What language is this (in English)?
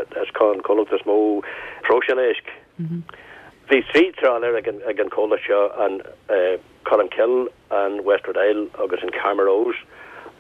Irish